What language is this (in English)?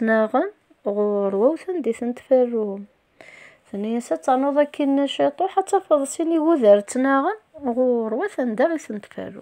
Kabyle